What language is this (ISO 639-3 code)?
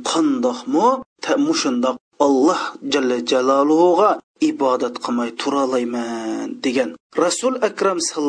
uig